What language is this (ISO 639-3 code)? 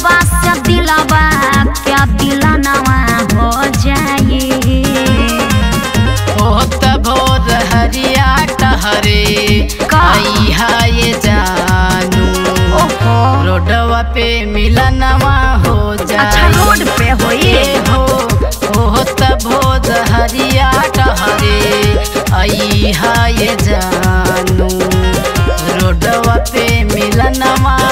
bho